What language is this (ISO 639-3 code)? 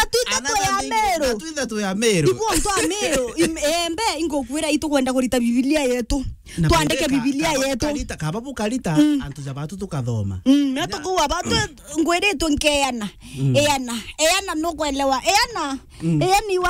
mer